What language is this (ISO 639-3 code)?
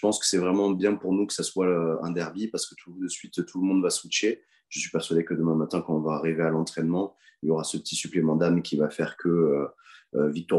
fra